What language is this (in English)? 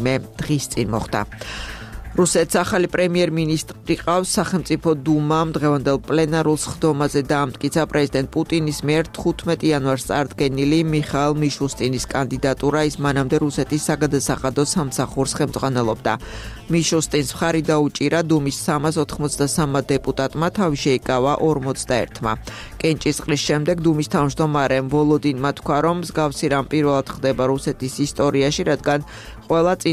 Georgian